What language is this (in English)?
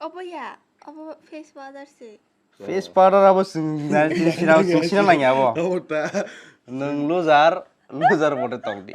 Kok Borok